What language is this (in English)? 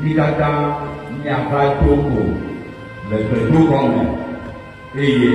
Ewe